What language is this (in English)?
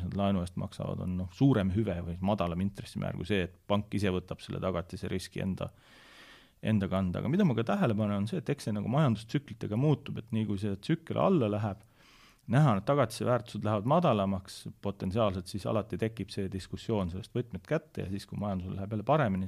Estonian